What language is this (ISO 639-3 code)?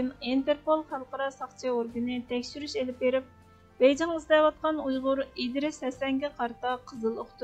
uig